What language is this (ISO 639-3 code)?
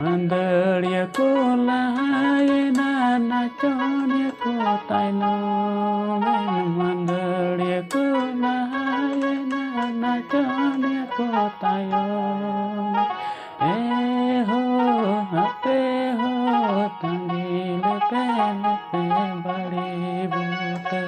sat